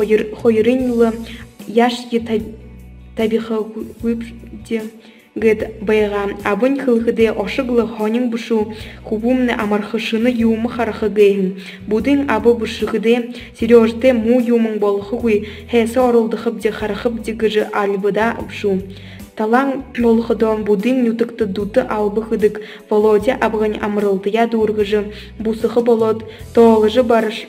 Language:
Buriat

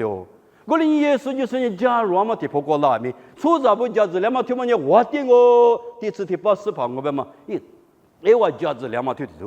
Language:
Lisu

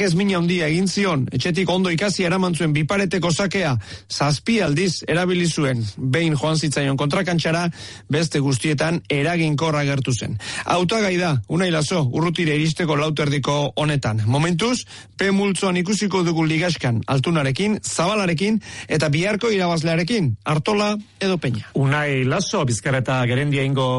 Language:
Basque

